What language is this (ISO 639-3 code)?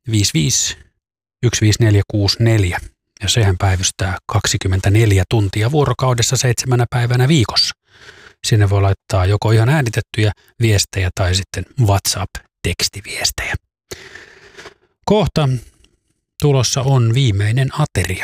fin